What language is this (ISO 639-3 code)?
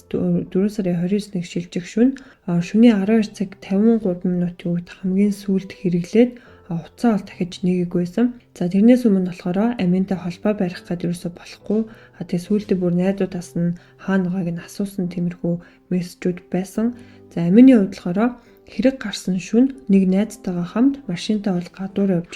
mon